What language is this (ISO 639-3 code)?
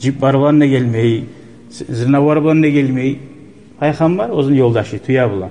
kum